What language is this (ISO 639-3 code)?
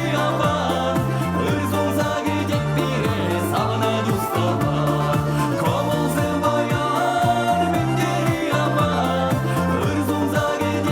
chv